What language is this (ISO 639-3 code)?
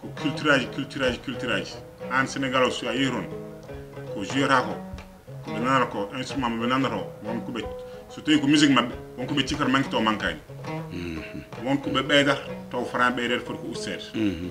ful